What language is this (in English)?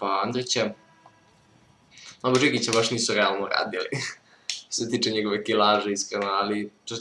Serbian